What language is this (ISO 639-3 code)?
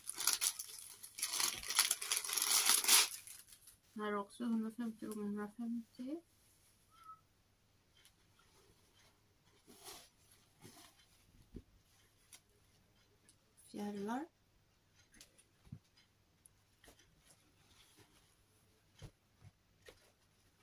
swe